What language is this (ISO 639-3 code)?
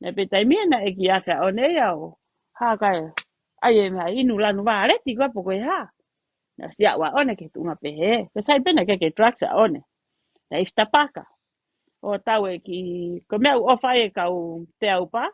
ton